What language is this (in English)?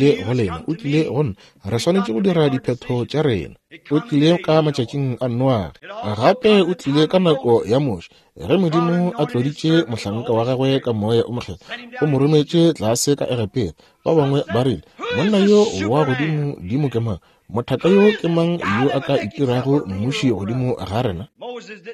Northern Sotho